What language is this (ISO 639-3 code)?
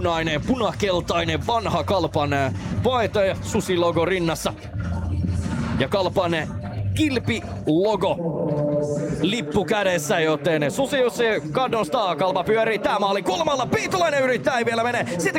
fin